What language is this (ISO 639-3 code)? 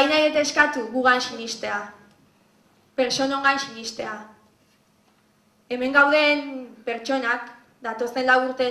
eus